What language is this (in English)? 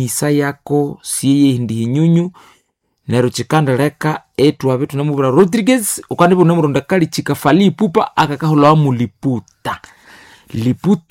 Nande